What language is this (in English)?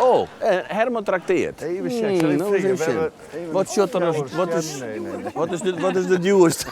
Western Frisian